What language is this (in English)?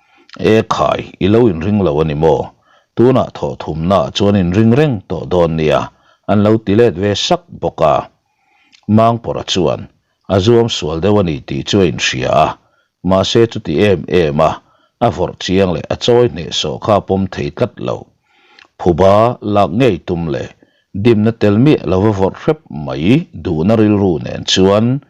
Mizo